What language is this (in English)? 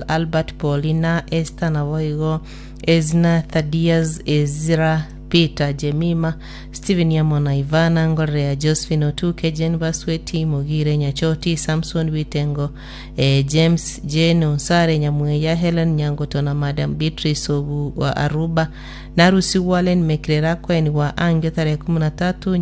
Gusii